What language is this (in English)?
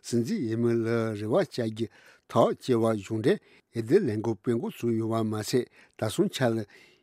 Tibetan